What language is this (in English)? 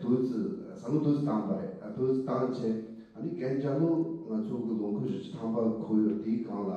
Tibetan